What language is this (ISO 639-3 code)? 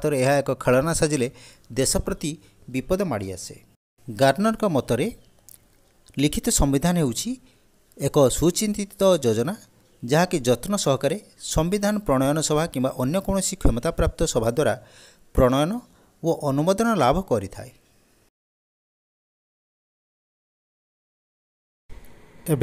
ori